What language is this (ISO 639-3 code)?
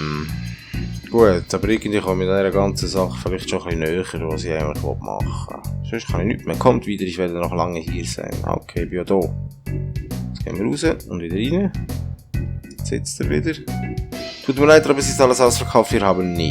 gsw